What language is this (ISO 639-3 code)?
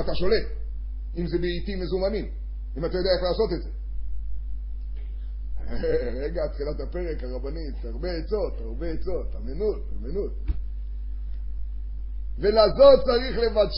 heb